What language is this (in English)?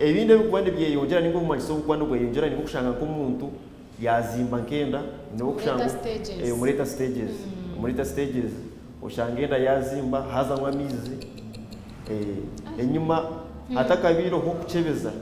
Nyankole